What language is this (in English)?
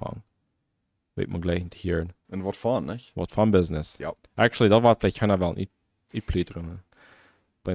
Plautdietsch